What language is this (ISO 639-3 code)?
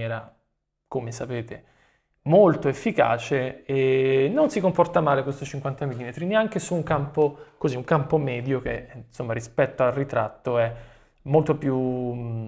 ita